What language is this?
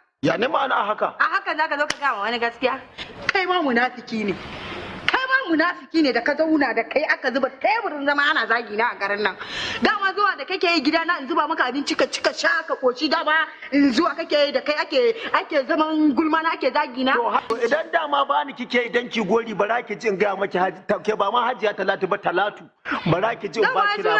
Hausa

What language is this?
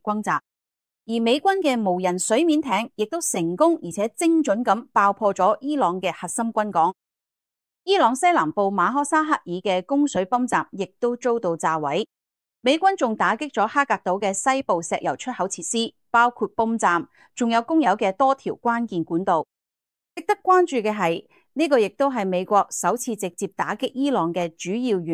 Cantonese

